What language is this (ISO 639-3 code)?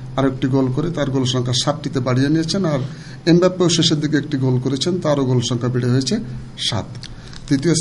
ben